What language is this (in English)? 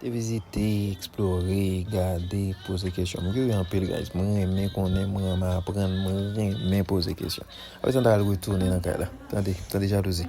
Haitian Creole